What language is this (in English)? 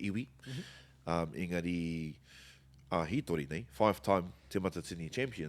Māori